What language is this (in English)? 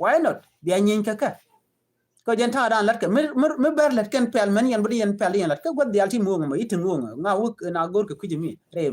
Nuer